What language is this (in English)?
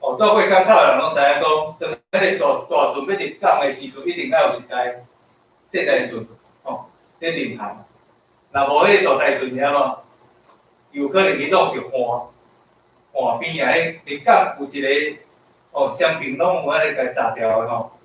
Min Nan Chinese